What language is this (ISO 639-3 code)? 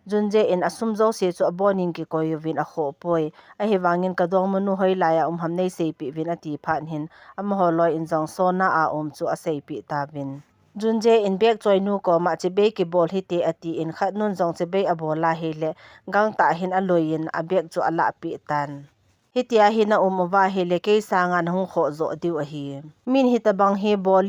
tcz